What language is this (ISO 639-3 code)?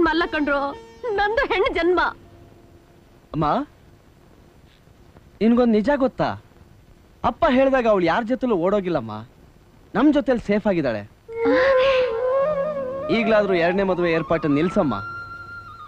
kan